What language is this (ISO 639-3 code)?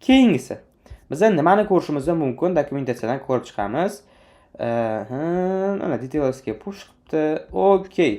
uzb